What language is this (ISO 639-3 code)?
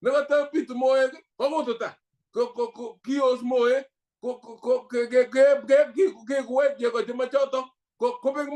kln